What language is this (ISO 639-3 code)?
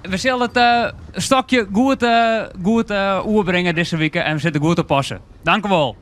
fry